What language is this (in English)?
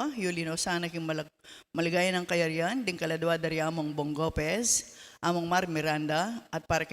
Pampanga